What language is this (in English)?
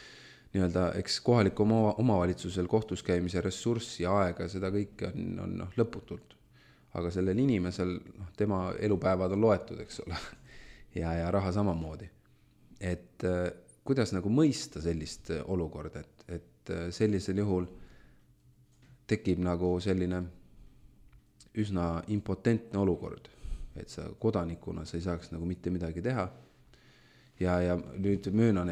Estonian